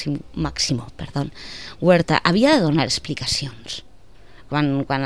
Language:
Catalan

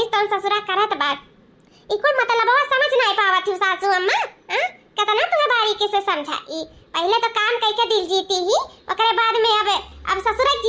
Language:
Awadhi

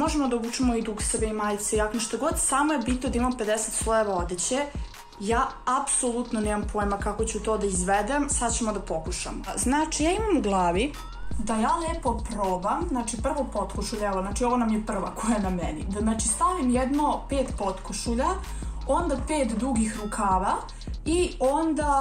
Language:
Serbian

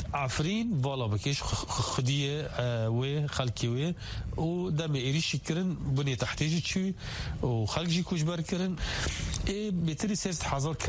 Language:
Kurdish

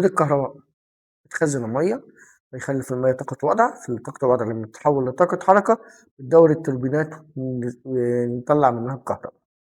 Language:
Egyptian Arabic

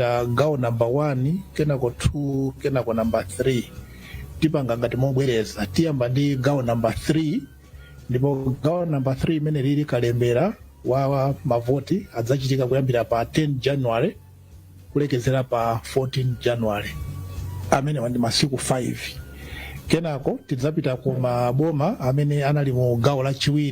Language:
Nyanja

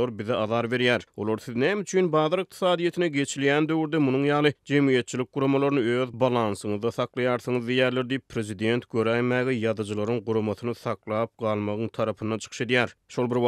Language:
Turkmen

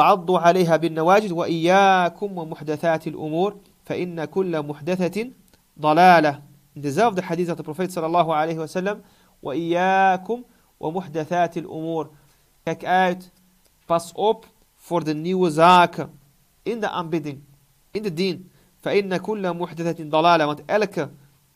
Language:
Dutch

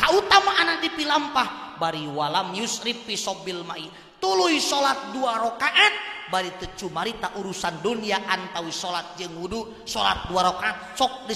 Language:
Sundanese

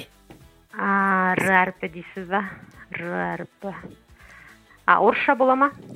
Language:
Kazakh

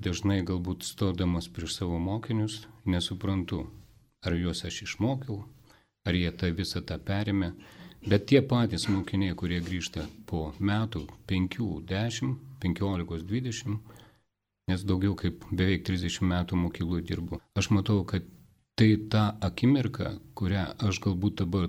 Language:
Lithuanian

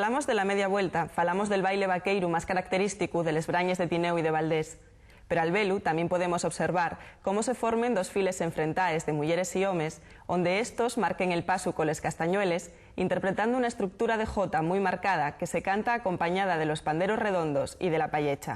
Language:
Asturian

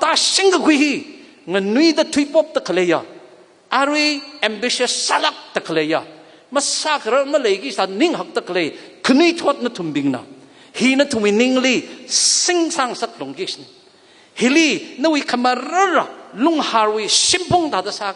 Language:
Tangkhul Naga (India)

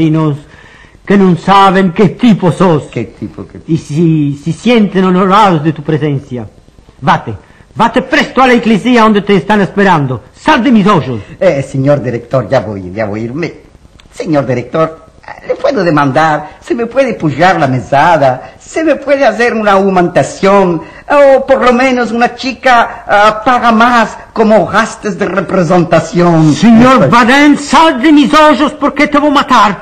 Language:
Ladino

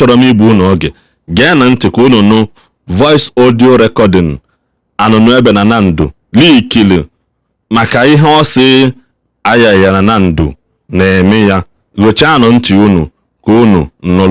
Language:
Igbo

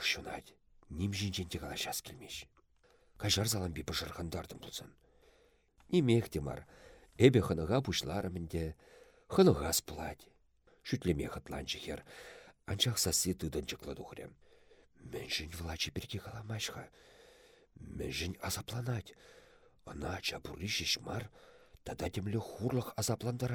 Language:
Chuvash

